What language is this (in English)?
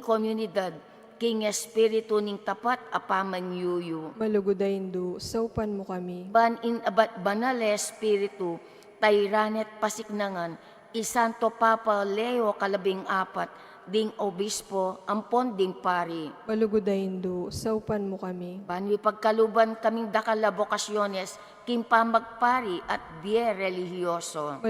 Pampanga